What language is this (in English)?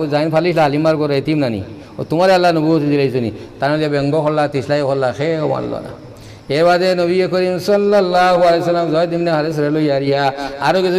Sylheti